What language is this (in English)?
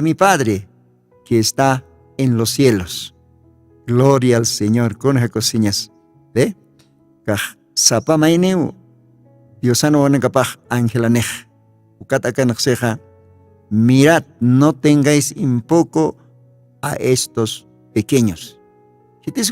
Aymara